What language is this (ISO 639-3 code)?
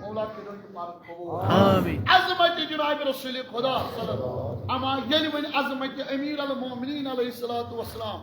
kas